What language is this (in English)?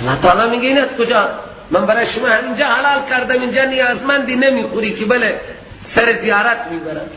Persian